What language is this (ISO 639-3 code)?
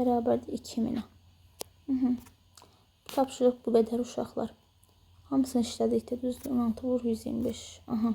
aze